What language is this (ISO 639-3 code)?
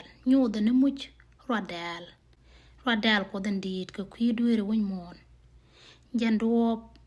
nus